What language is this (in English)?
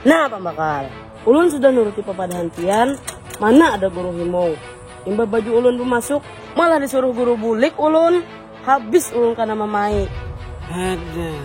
Banjar